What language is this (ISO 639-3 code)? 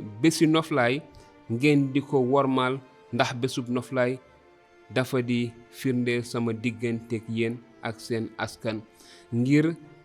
wol